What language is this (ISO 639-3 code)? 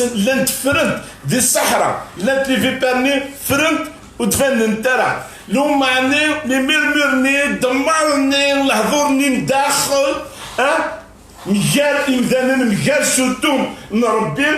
kab